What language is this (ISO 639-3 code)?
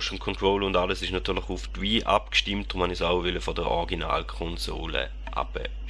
gsw